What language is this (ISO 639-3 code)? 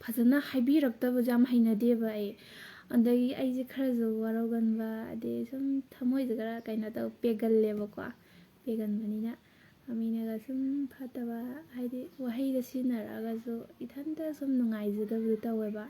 mni